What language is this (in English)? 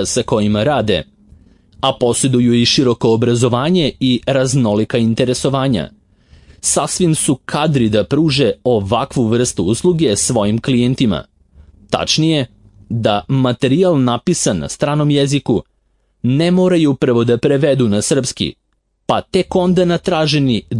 Serbian